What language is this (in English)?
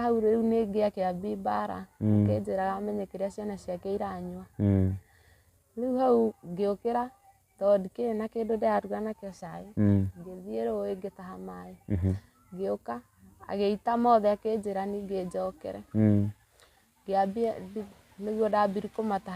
Kikuyu